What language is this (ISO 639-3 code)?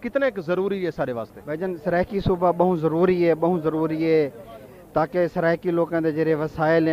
skr